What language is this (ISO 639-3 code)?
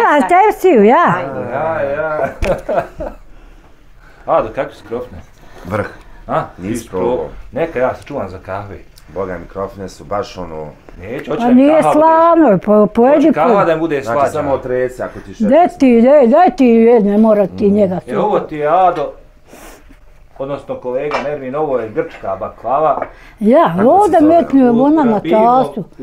bos